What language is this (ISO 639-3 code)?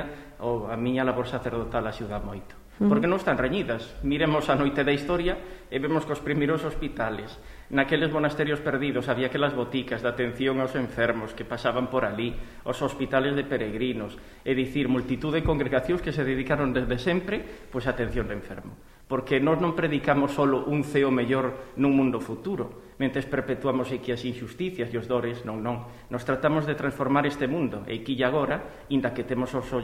glg